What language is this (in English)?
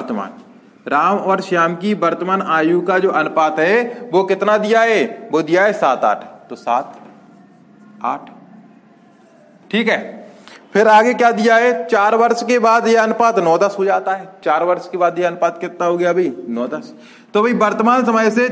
Hindi